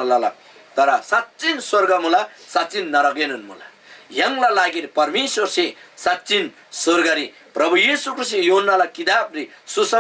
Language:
Eastern Tamang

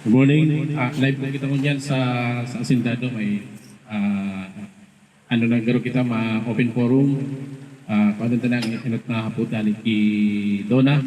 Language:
Bikol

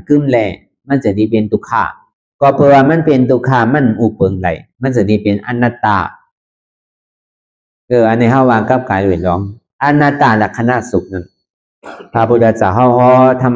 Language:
Shan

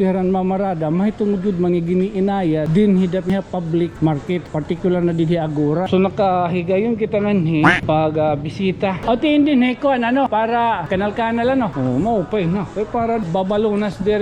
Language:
Waray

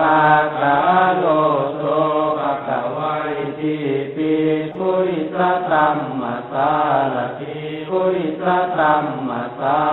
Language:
Pali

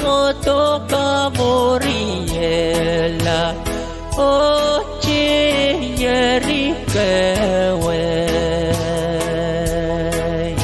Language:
Pohnpeian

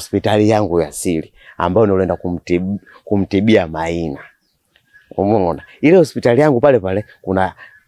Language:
Swahili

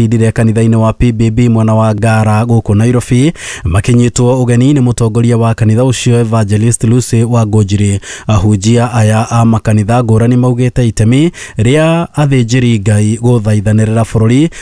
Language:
Kikuyu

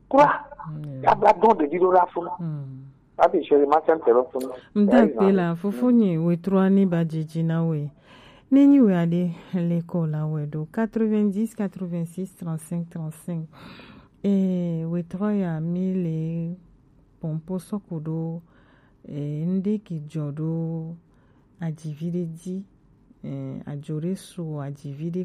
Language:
Gen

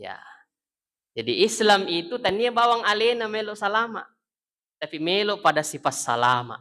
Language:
Buginese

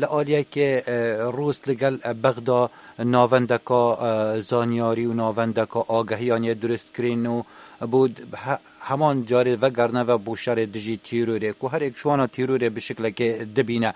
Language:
Kurdish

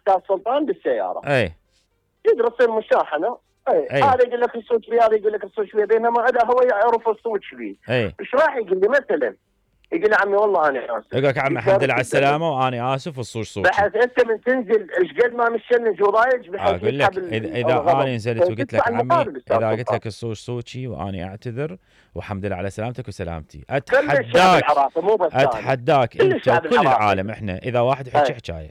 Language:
Mesopotamian Arabic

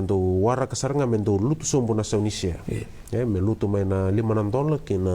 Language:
Fijian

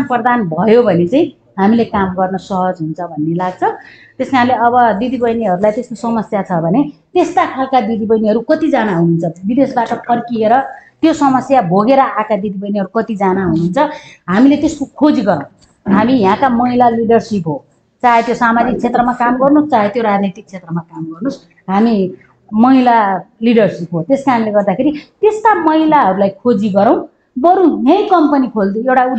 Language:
Nepali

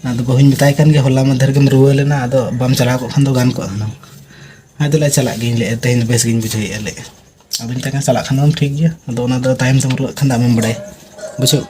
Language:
Santali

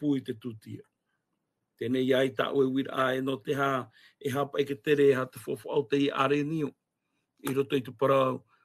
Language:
Tahitian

